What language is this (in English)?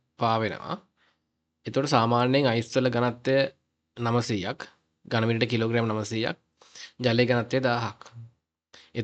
Sinhala